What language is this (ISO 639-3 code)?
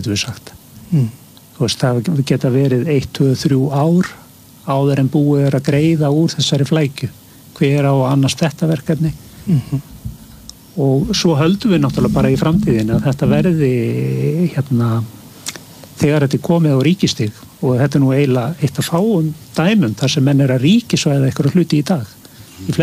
isl